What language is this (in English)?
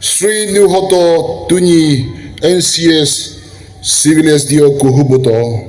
Naga Pidgin